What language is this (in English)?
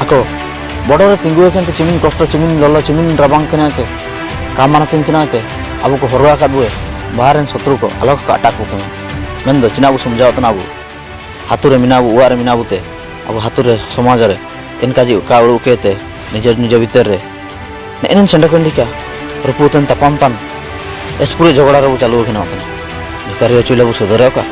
Ho